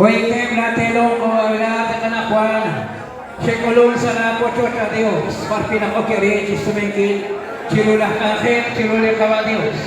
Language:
Kekchí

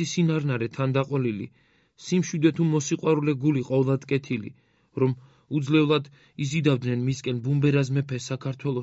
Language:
Georgian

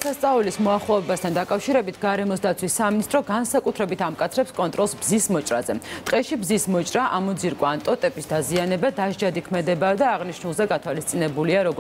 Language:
Georgian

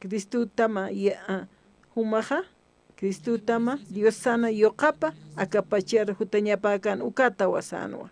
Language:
Aymara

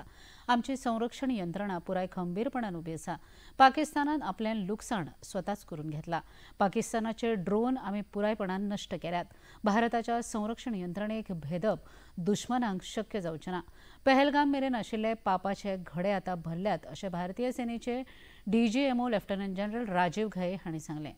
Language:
Konkani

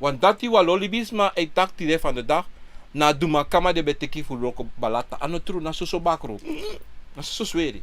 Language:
Sranan Tongo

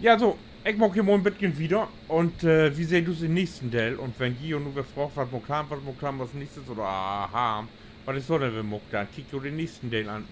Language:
Low German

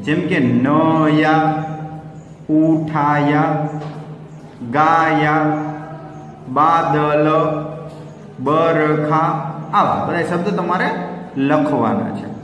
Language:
Gujarati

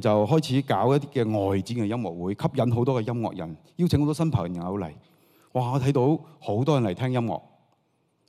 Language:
Cantonese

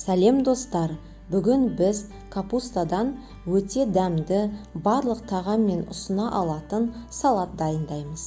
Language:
Kazakh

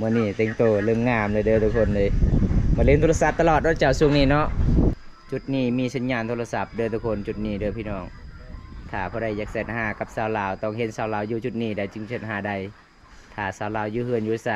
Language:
Lao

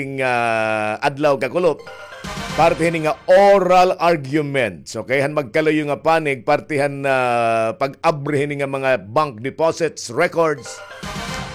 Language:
Waray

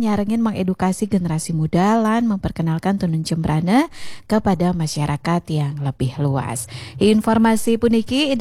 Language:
Balinese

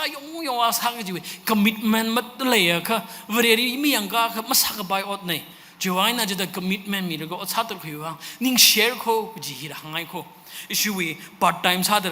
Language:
Tangkhul Naga (India)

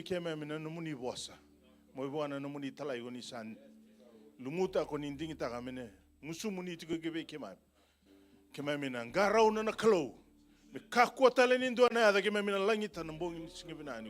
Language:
Fijian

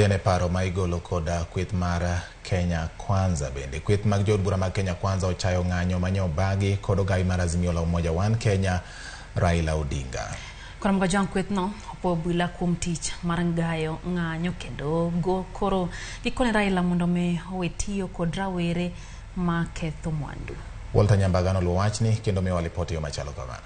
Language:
Luo (Kenya and Tanzania)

